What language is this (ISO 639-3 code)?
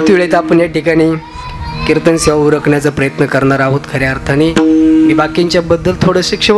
mar